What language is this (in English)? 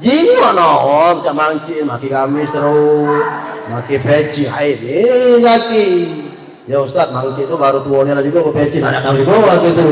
Musi